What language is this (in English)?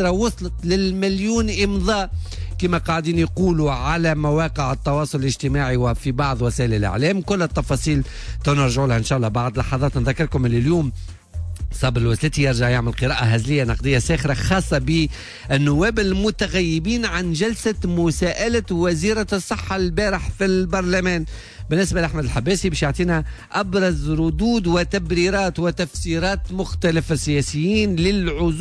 Tunisian Arabic